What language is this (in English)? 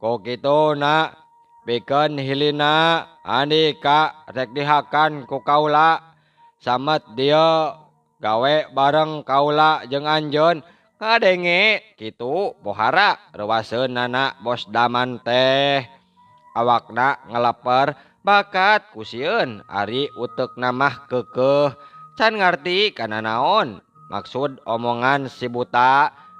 Sundanese